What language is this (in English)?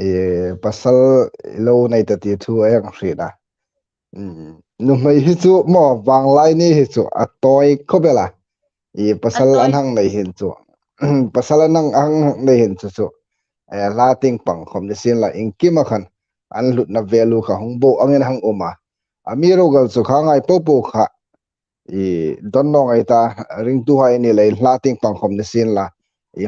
Hmar